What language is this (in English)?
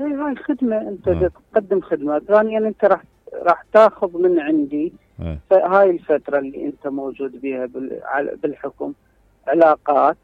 Mesopotamian Arabic